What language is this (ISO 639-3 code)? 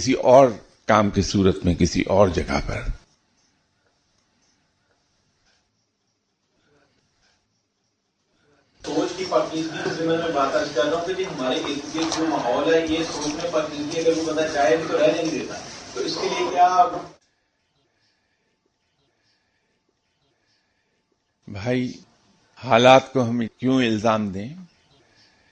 urd